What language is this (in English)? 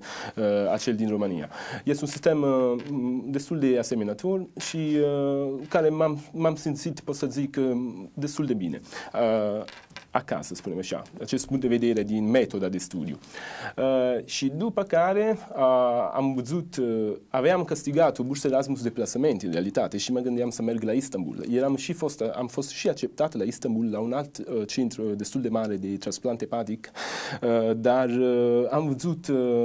Romanian